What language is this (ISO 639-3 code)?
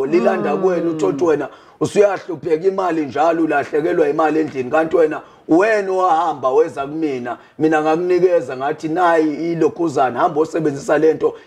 zul